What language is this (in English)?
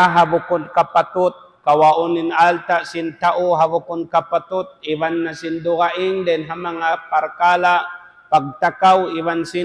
Tausug